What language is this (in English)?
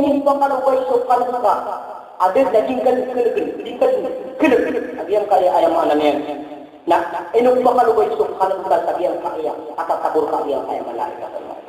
Maranao